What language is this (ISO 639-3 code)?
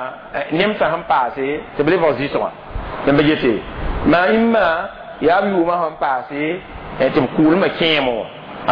mos